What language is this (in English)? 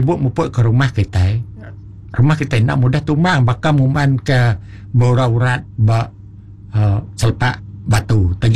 Malay